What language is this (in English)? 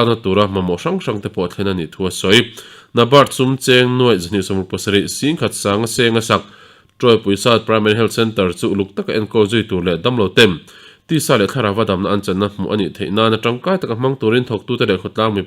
Mizo